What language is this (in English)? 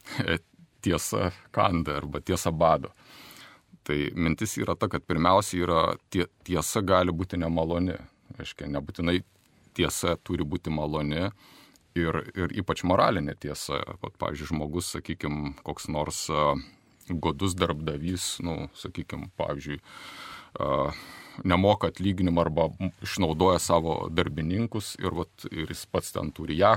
Lithuanian